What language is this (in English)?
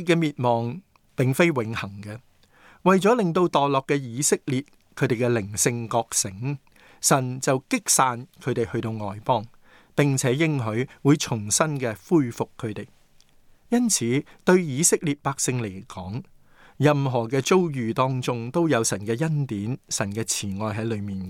Cantonese